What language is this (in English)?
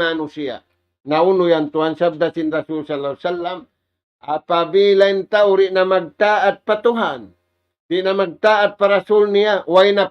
Tausug